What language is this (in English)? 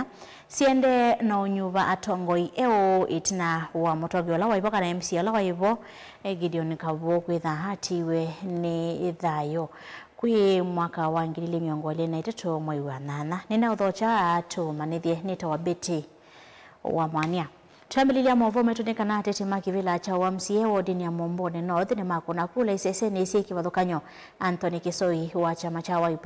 Kamba